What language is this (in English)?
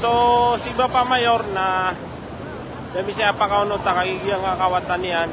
Maranao